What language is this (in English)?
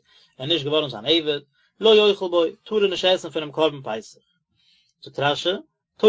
Yiddish